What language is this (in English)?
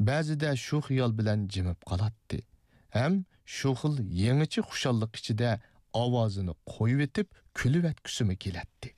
Uyghur